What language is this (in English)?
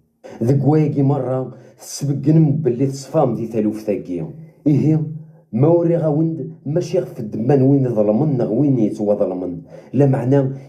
Kabyle